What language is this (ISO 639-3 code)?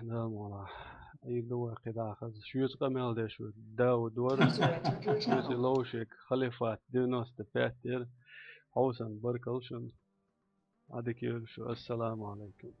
che